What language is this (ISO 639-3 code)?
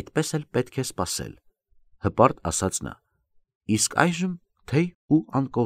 hye